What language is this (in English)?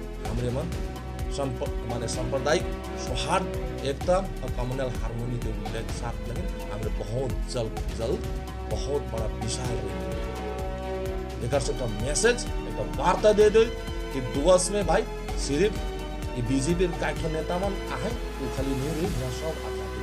Sadri